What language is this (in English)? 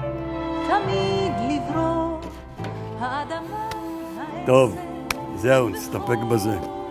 Hebrew